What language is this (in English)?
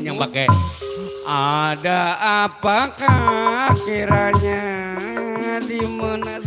Betawi